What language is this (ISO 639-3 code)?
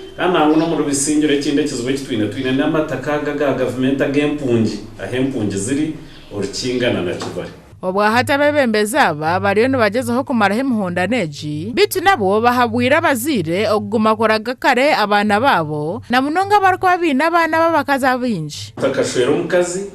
nyn